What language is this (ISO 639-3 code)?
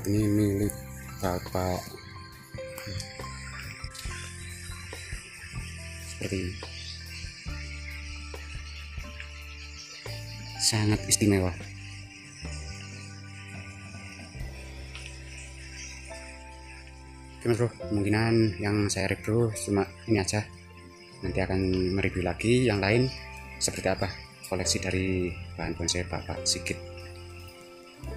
ind